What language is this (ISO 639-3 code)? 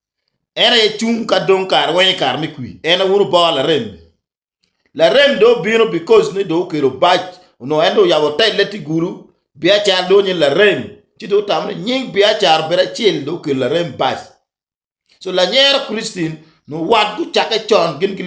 ach